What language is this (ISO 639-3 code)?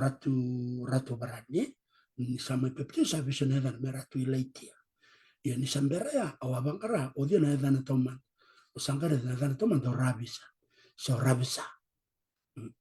fij